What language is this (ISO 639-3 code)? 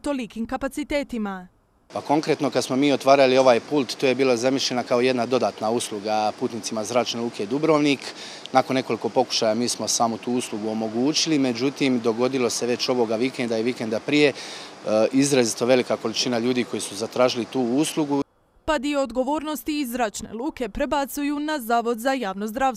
hrv